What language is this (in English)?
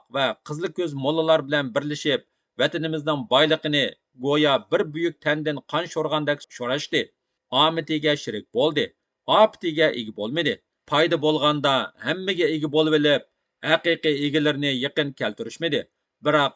Uyghur